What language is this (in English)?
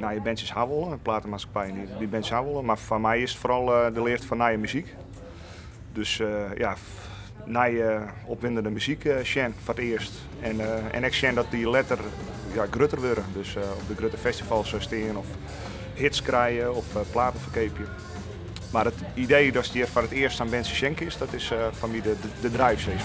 Western Frisian